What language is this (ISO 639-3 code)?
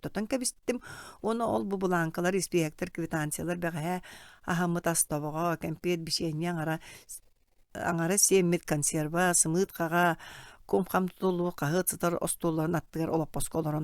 sah